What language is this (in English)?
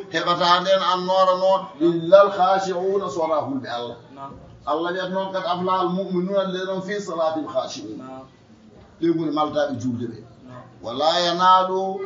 Fula